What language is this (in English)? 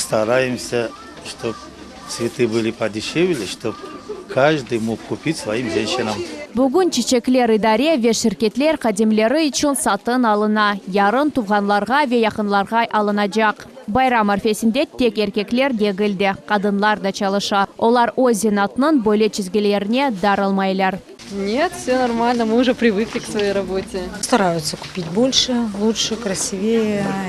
Crimean Tatar